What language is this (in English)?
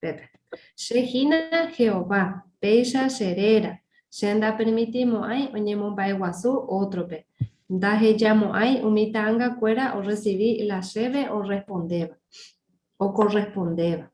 Guarani